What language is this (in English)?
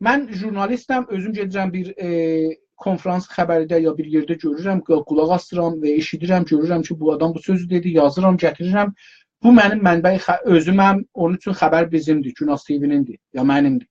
South Azerbaijani